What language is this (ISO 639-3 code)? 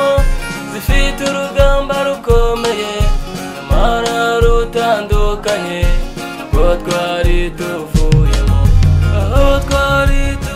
kin